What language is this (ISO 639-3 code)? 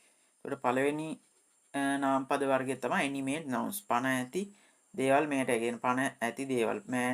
sin